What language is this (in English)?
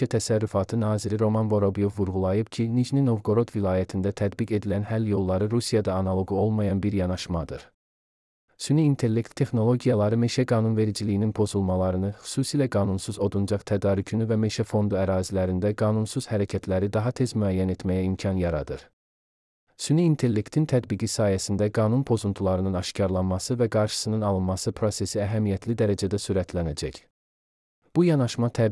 Azerbaijani